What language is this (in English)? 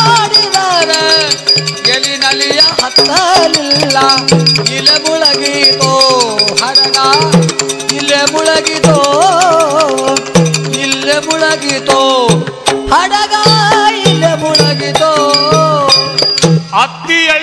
Kannada